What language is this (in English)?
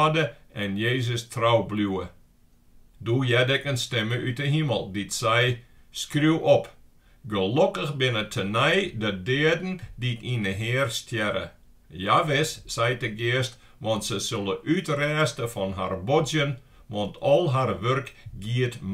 Western Frisian